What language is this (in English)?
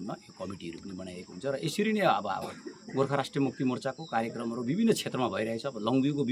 Nepali